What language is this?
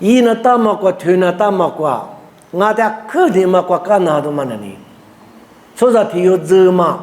Lisu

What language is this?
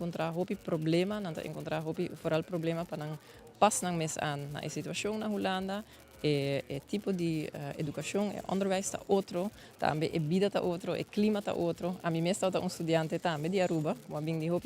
Papiamento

